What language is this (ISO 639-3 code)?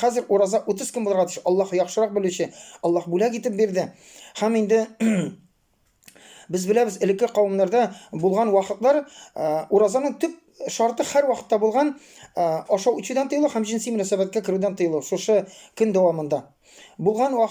tat